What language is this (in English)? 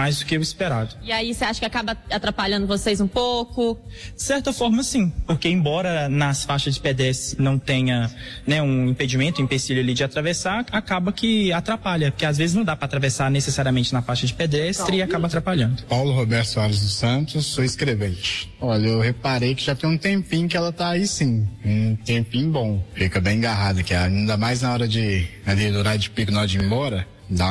Portuguese